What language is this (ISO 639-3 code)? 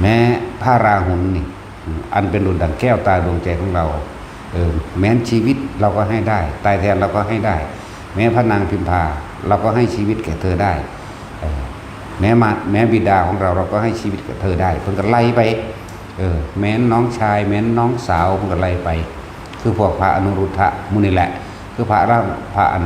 tts